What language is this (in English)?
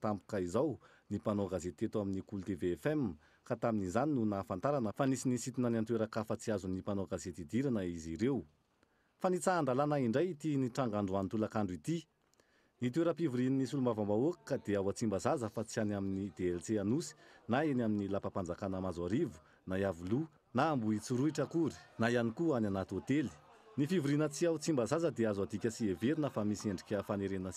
Malagasy